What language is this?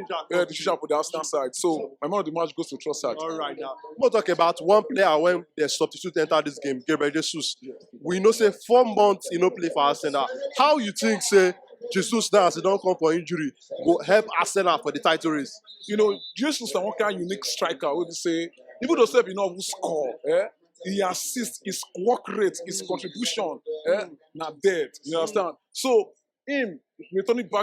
Nigerian Pidgin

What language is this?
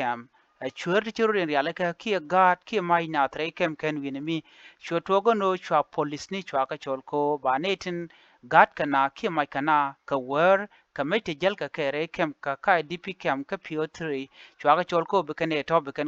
Nuer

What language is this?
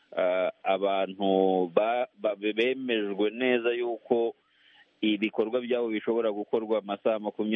Kinyarwanda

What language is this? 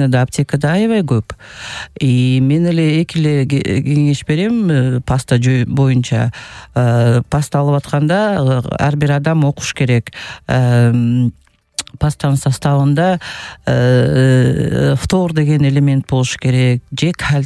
Kyrgyz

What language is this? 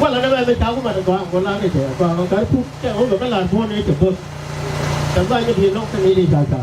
Nuer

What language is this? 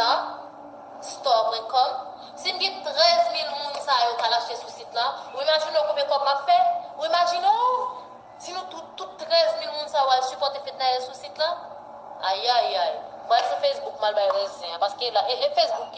Haitian Creole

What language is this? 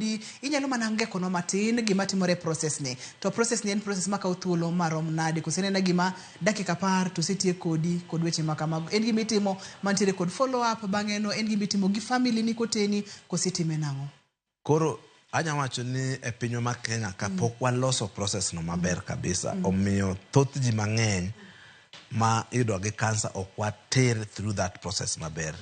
Luo (Kenya and Tanzania)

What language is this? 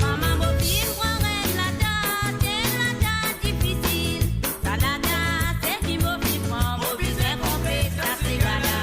Morisyen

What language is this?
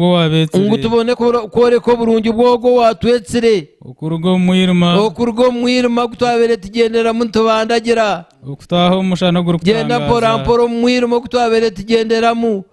Nyankole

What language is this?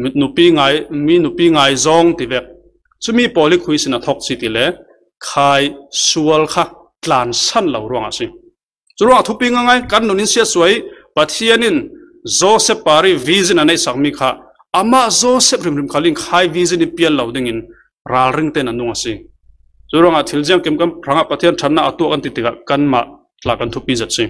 Falam Chin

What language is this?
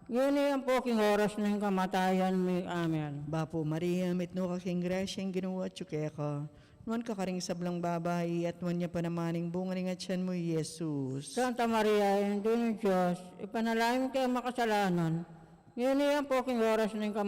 Pampanga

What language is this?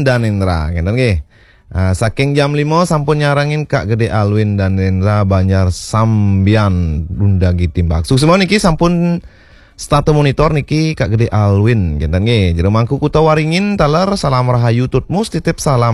Balinese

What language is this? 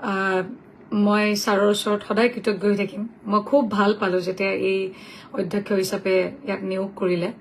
Assamese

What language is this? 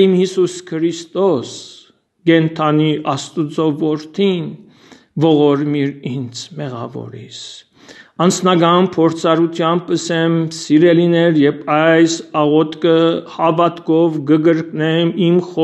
Western Armenian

